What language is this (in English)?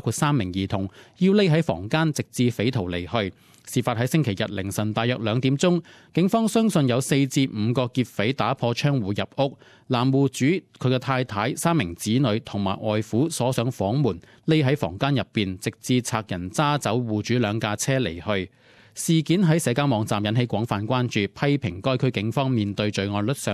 Cantonese